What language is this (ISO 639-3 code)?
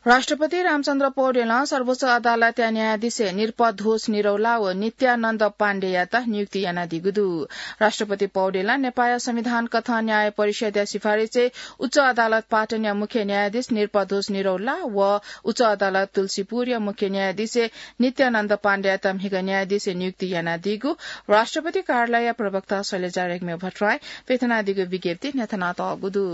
new